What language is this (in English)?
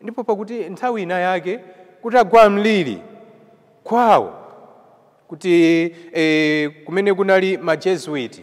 Nyanja